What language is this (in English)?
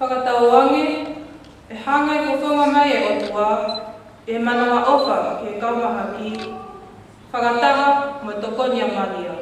Tongan